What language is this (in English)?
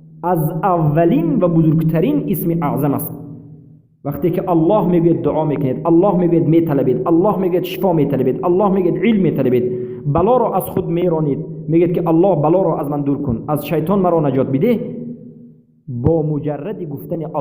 Persian